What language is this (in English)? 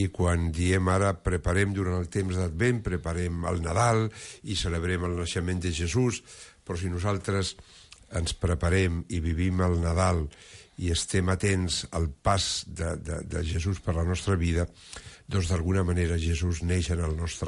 Catalan